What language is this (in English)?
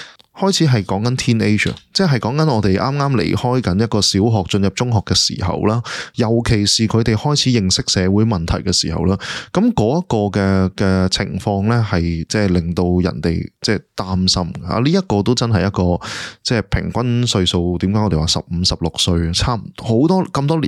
Cantonese